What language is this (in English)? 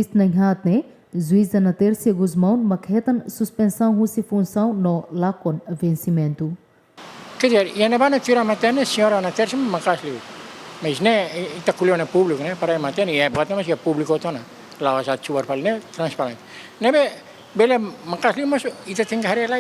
Tetum